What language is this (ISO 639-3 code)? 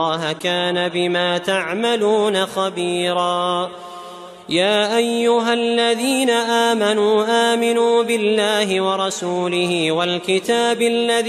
ara